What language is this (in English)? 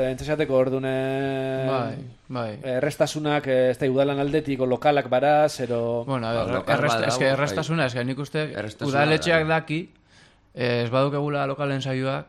Basque